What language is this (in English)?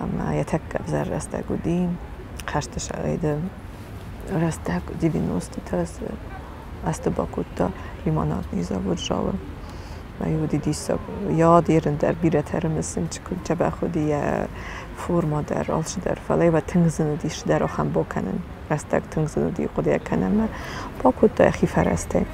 Ossetic